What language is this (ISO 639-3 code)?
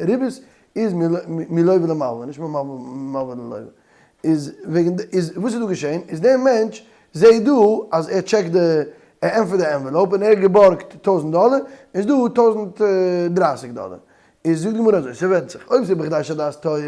yid